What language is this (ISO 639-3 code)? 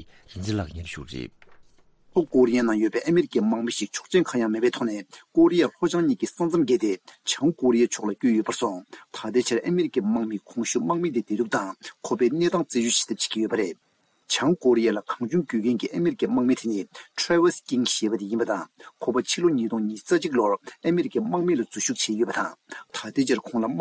bod